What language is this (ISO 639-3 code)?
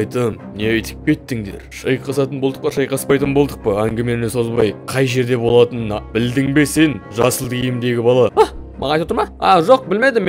kaz